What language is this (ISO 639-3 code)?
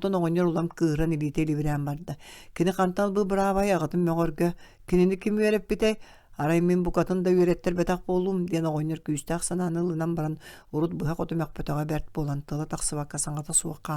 sah